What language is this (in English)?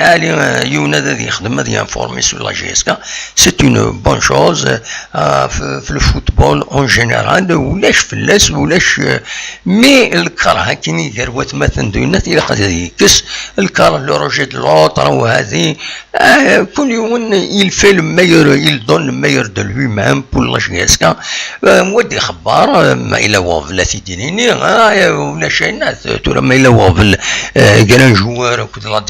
Kabyle